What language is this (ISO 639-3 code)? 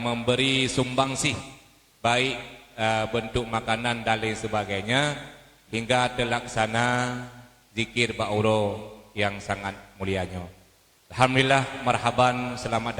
ace